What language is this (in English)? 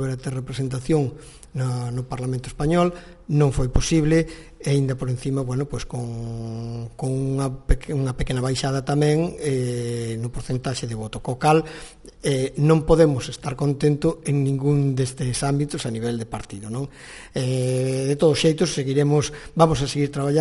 Galician